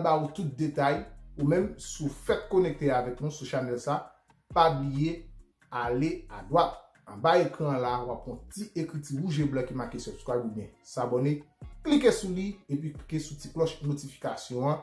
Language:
Haitian Creole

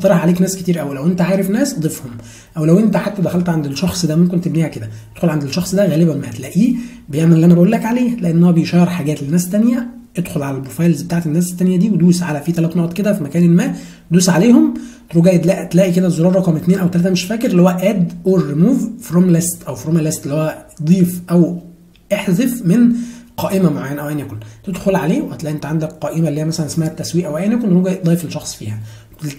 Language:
Egyptian Arabic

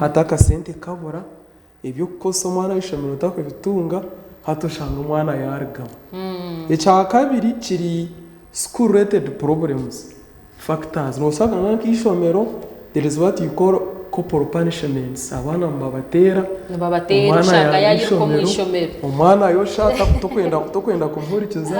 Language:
Nyankole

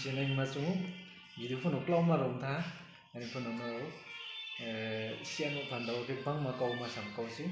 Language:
Riang (India)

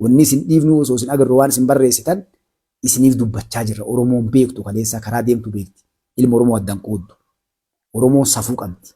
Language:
Oromo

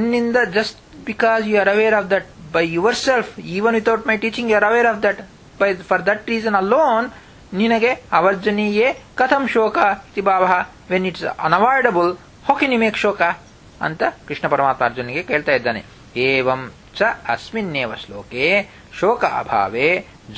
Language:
Kannada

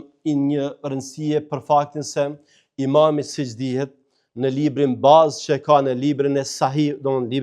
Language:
Albanian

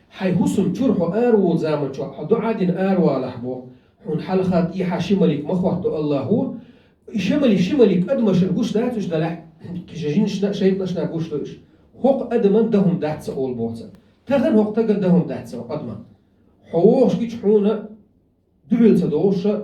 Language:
Chechen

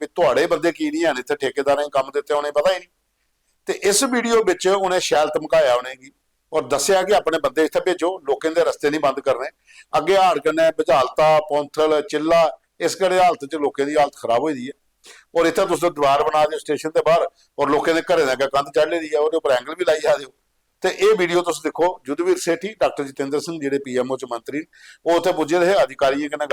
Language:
Dogri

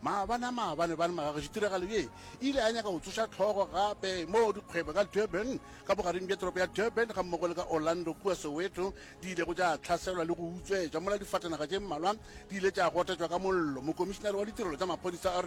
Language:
Northern Sotho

